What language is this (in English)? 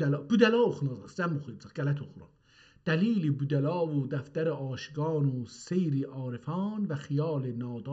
South Azerbaijani